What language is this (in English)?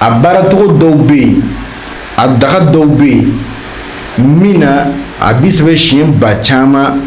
Bambara